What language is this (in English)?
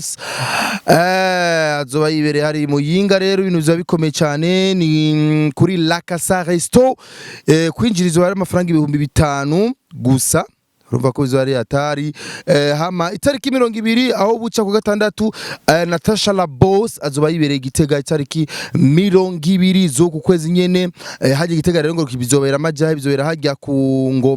Rundi